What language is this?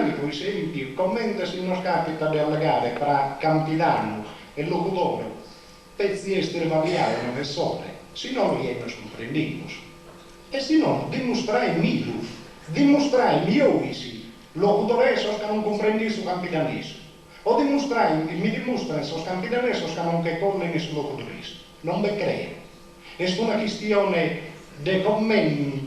Sardinian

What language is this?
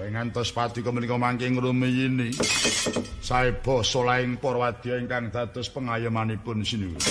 Javanese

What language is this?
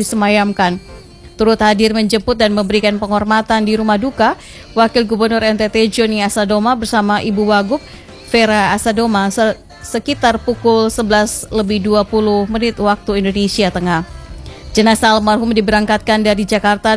Indonesian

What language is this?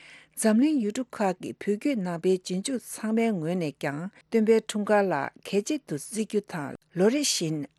Tibetan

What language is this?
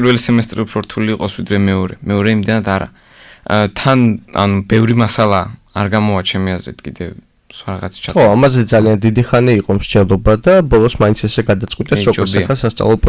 Georgian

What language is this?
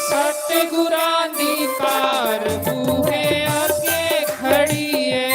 Dogri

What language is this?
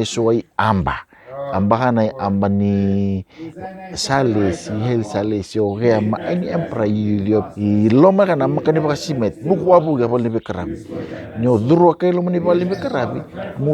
Fijian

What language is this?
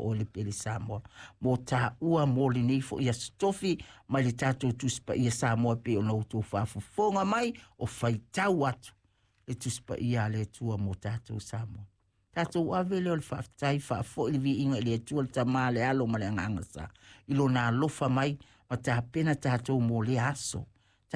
Samoan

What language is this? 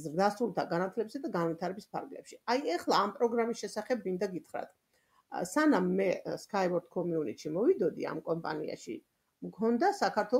Georgian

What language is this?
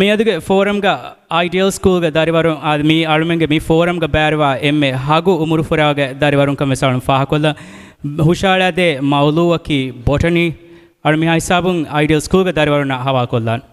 Divehi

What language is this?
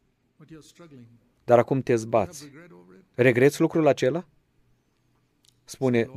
Romanian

